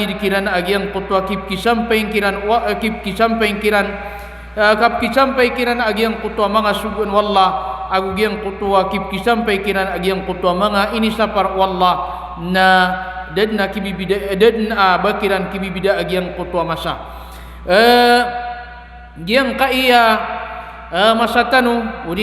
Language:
Maranao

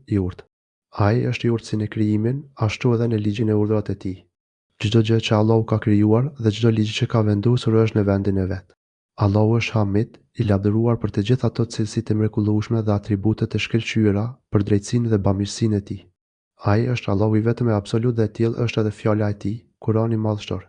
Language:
Albanian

